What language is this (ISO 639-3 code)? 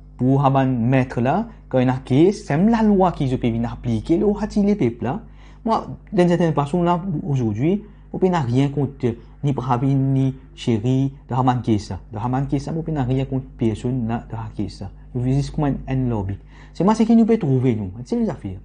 mfe